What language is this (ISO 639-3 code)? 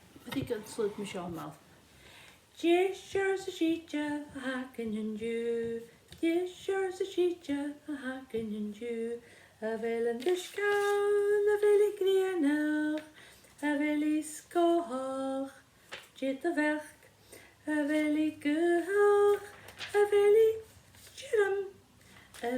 gla